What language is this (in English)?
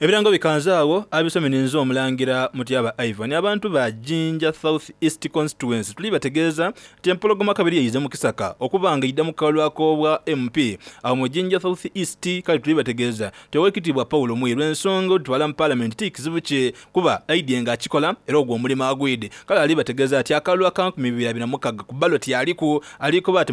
Soga